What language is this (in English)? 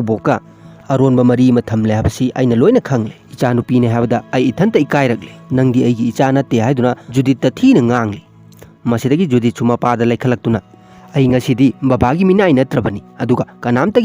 Manipuri